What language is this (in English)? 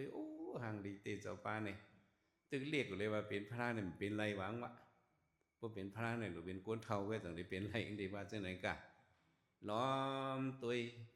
Shan